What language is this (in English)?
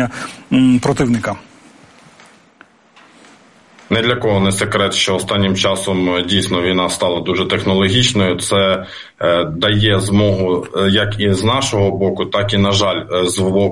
Ukrainian